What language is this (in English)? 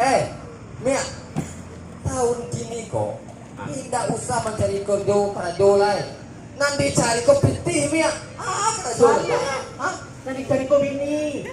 Minangkabau